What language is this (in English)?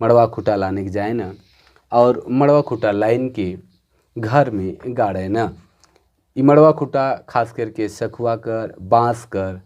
Sadri